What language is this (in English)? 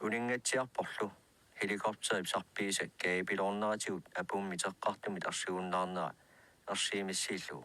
Kalaallisut